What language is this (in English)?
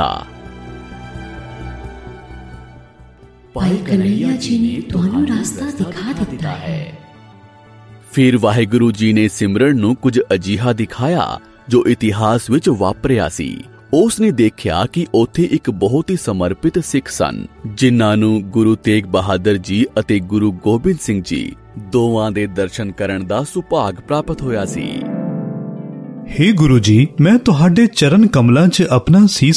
Punjabi